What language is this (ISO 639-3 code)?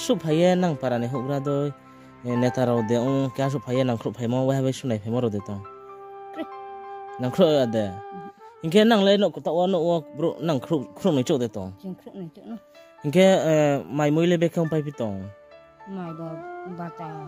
ria